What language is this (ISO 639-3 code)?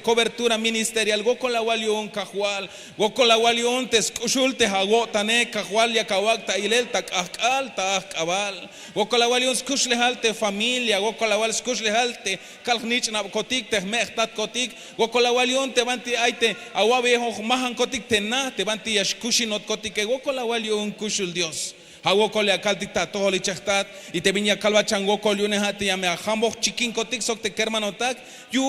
tzh